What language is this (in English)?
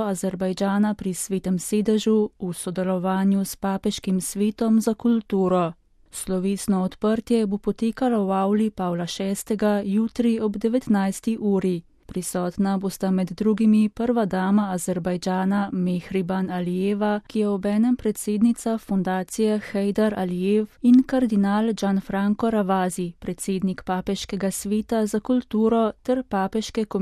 Slovenian